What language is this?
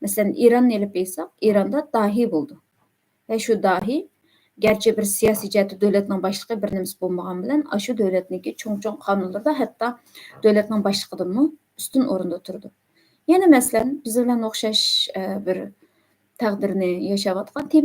Uyghur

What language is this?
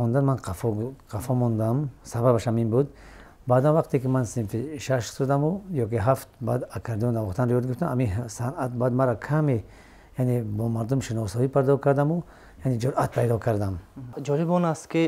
Tajik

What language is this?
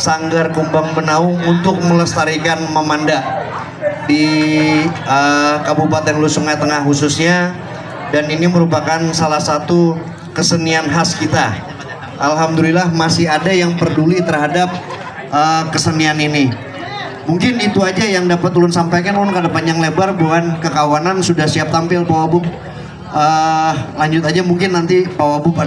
Banjar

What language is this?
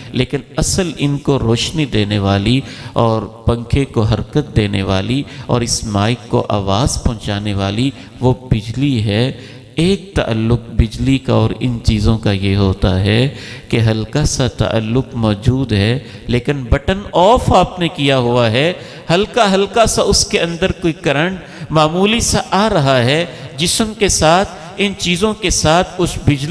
Urdu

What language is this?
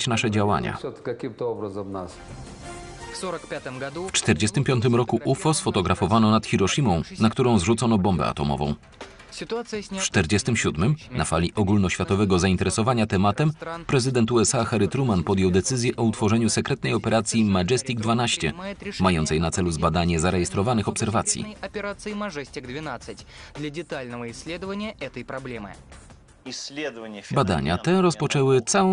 Polish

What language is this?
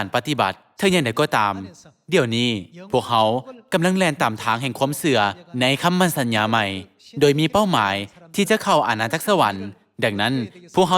Lao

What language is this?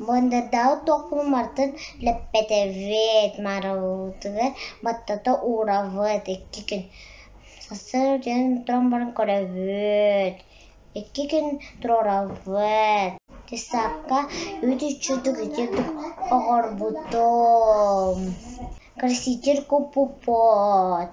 Yakut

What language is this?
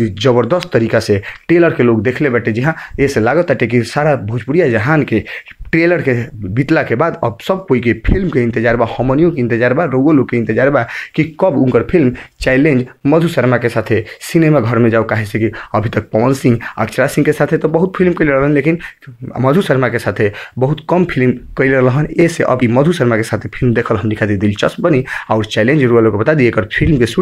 Bhojpuri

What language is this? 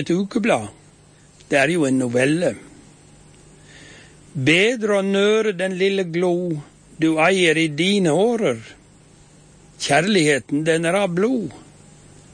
Norwegian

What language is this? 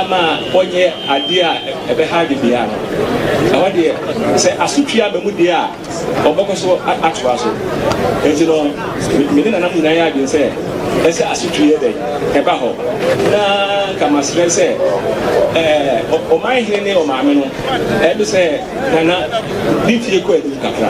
Akan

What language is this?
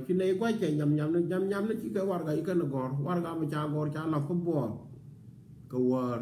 Nuer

